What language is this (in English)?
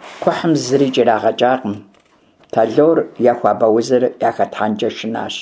Kabardian